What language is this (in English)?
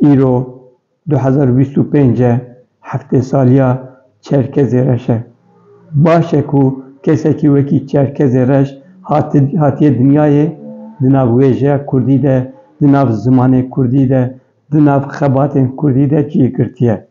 Kurdish